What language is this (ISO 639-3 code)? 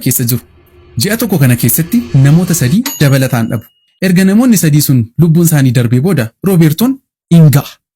orm